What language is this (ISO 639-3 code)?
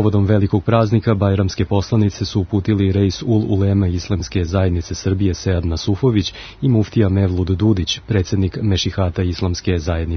srp